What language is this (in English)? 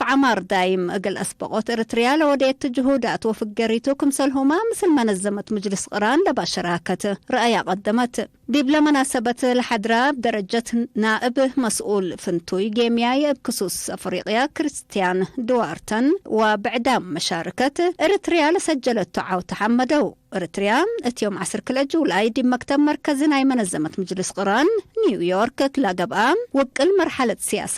Tigre